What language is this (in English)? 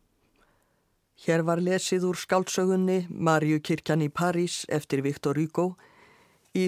Icelandic